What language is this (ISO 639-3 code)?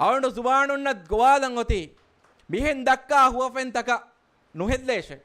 div